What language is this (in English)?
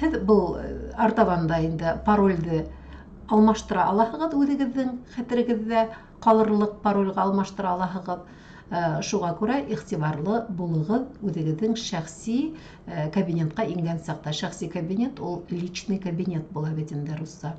Bashkir